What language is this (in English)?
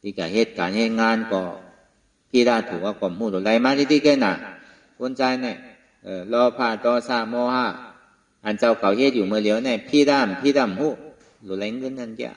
Shan